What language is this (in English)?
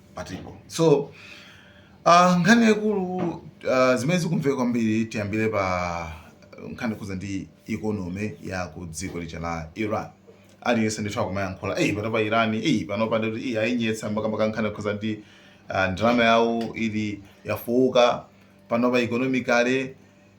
Nyanja